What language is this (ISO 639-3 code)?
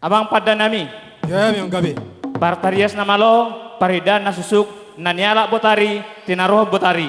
bbc